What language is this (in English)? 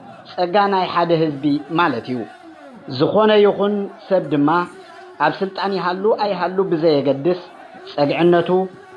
Tigrinya